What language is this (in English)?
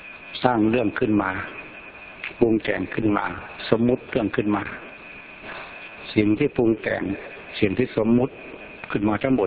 Thai